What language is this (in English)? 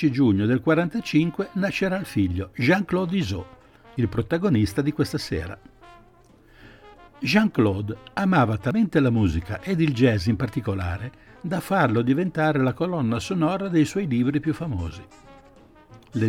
Italian